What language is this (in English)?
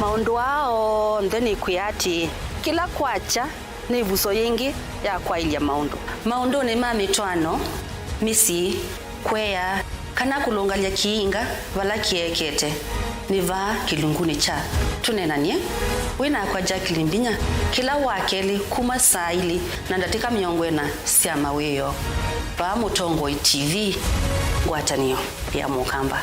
Kamba